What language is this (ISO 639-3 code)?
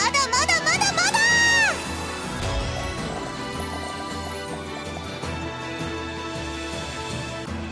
jpn